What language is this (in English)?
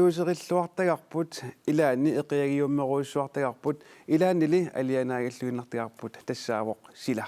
Kalaallisut